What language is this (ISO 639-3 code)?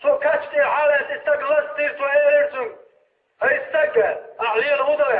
che